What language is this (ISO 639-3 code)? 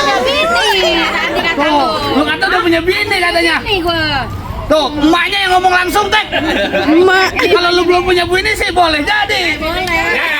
bew